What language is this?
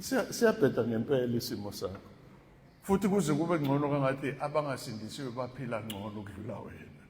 Zulu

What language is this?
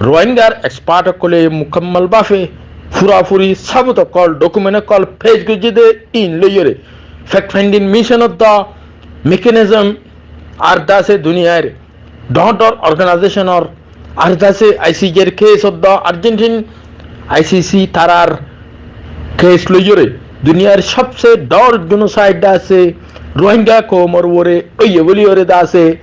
Rohingya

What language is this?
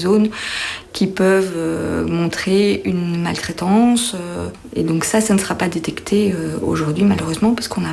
French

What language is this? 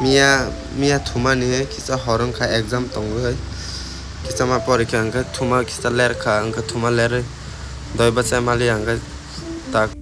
Kok Borok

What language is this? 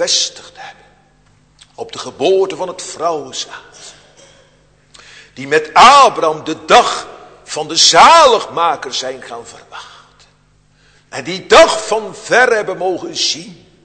Dutch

